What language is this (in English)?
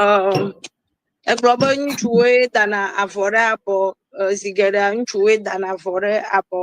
Ewe